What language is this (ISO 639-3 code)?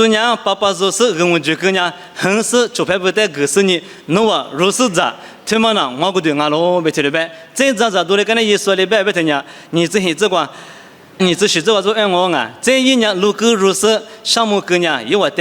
lis